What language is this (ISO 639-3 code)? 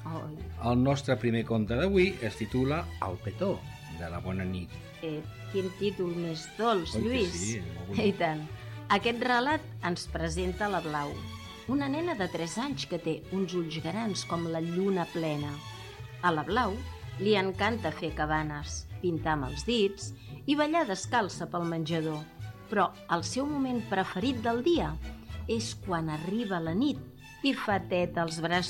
cat